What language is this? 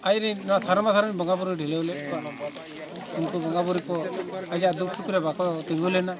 Santali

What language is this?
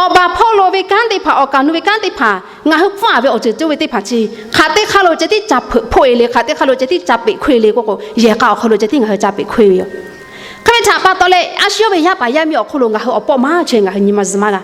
Lahu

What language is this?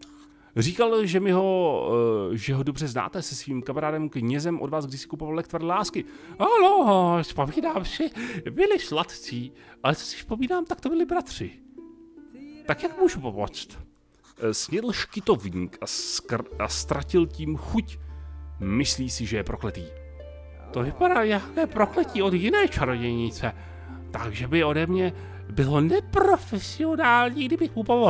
Czech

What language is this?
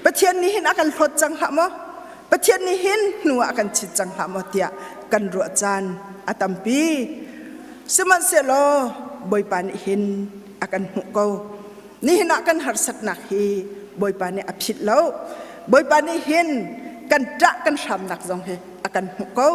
Hakha Chin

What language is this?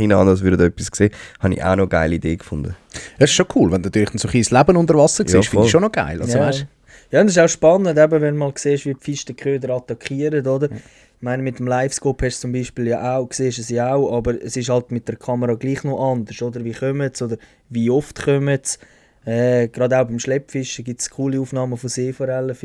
Swiss German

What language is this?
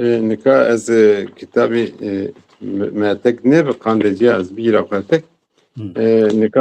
Zaza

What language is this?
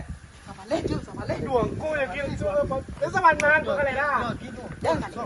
Minangkabau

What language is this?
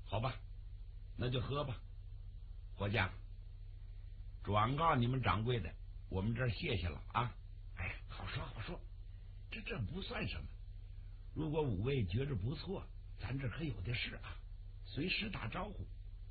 Chinese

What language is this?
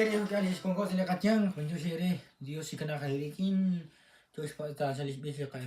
Kekchí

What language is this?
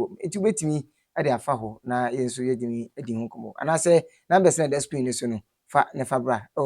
Akan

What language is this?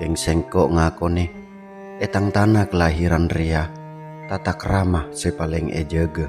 Madurese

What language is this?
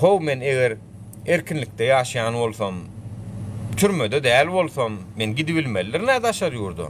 Turkmen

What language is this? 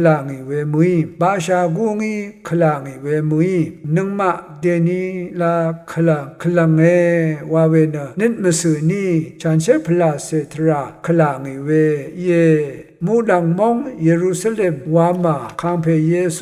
Rawang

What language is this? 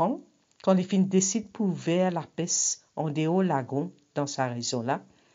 Morisyen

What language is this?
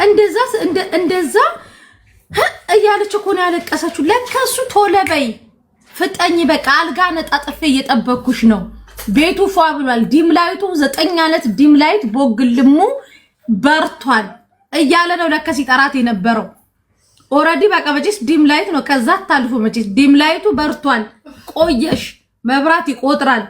Amharic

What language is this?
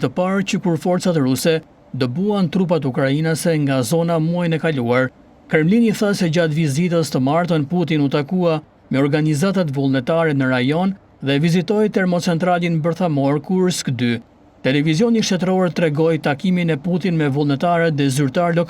Albanian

